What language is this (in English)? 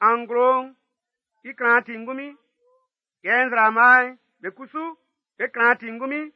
Baoulé